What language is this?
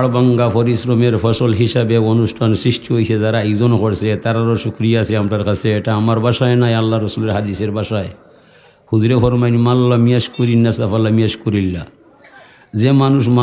Sylheti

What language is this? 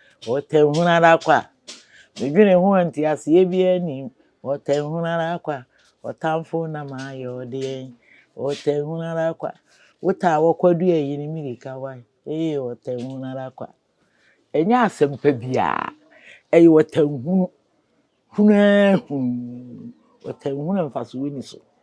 Akan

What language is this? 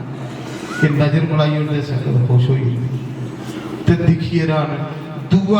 Dogri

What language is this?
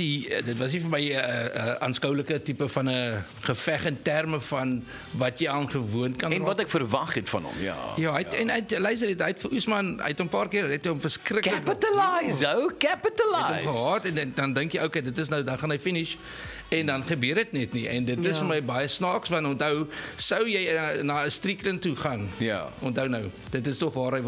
Afrikaans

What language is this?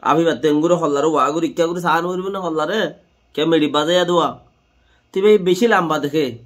Rohingya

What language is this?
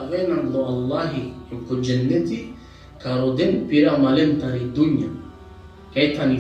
Balkan Romani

